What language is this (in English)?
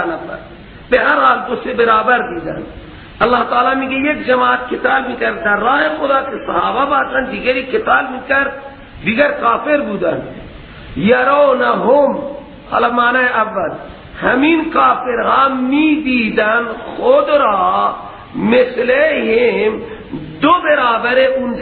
Persian